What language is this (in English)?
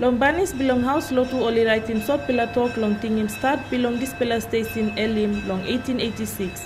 Tok Pisin